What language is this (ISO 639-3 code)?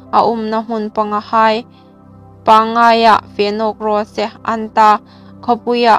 hmr